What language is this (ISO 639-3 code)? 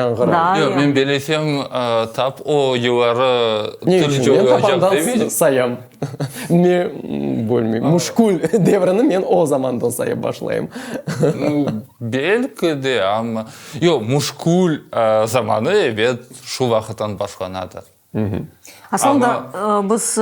crh